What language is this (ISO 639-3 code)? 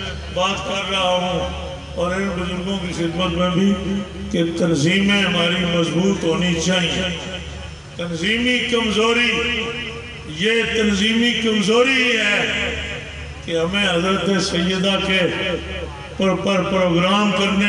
urd